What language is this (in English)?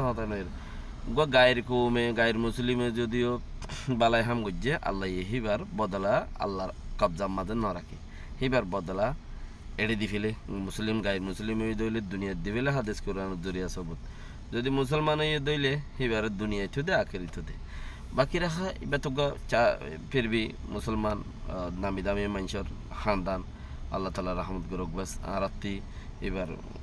Rohingya